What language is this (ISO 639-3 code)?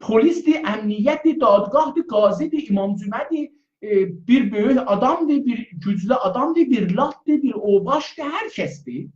azb